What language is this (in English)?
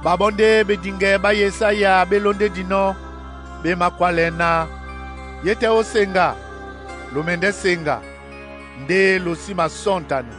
Duala